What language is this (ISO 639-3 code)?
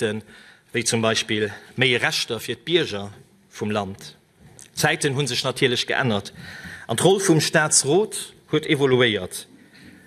ltz